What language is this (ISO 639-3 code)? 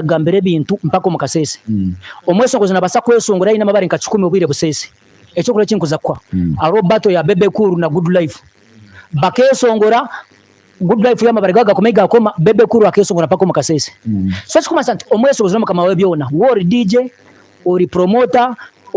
nyn